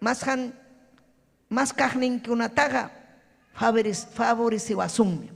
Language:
Ayacucho Quechua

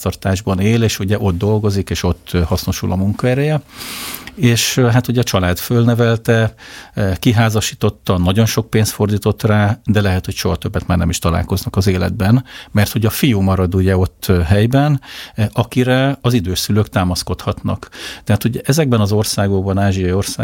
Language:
Hungarian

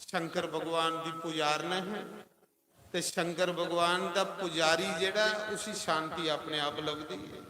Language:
Dogri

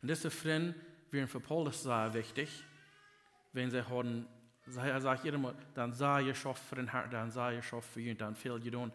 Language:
Plautdietsch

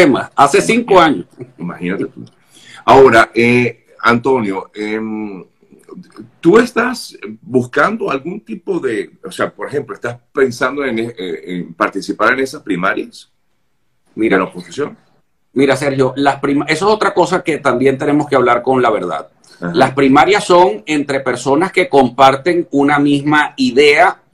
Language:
Spanish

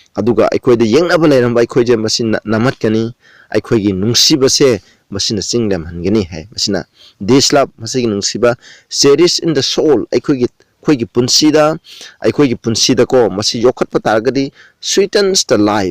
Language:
Manipuri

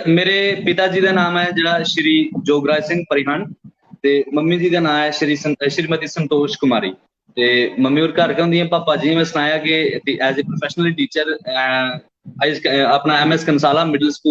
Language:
Dogri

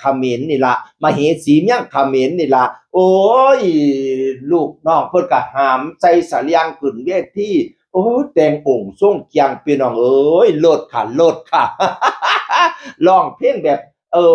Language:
Northeastern Thai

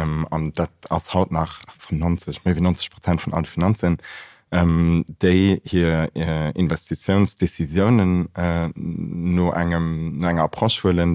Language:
Luxembourgish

